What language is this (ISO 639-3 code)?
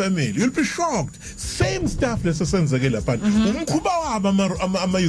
zul